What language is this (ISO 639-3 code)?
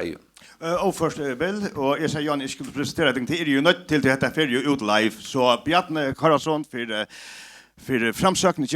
fao